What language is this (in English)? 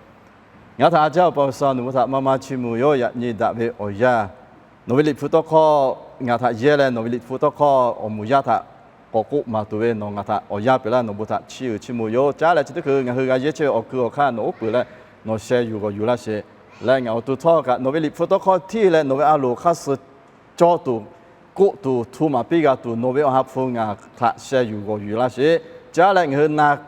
Lahu